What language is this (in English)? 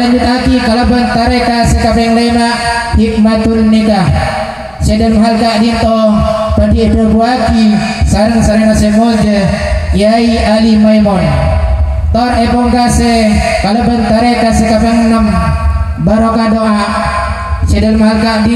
Madurese